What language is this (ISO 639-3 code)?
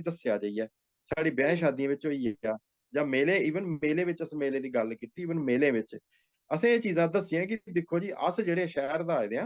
doi